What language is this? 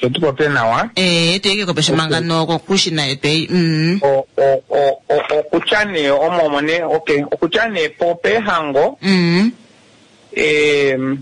Kuanyama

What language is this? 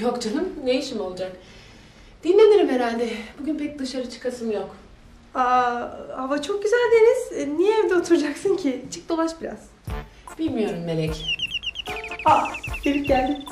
Turkish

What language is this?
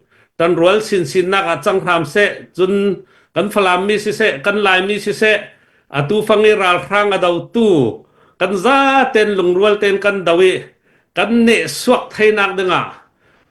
Hakha Chin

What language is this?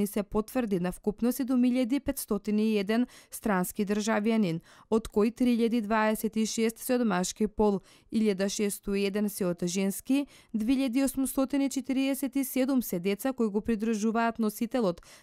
Macedonian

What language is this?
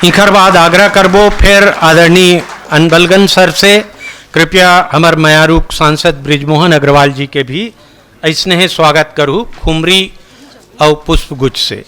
Chhattisgarhi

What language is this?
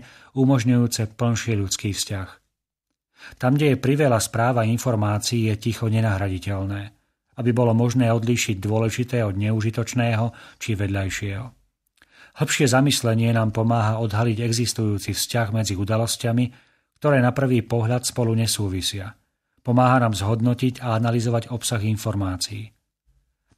Slovak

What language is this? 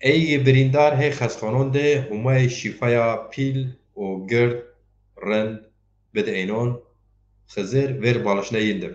Zaza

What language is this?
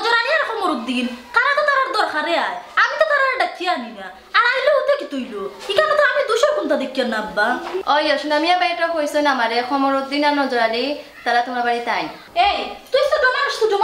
Sylheti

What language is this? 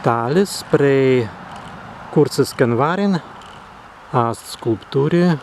Prussian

